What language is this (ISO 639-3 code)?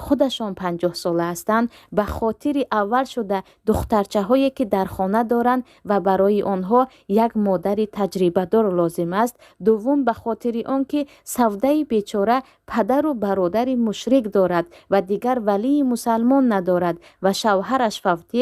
tgk